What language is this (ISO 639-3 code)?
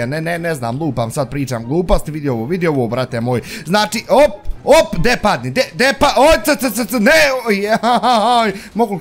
bos